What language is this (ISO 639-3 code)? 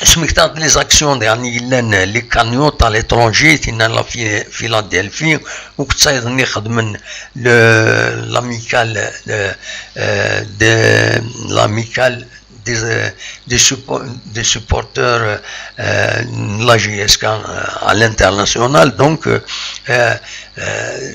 kab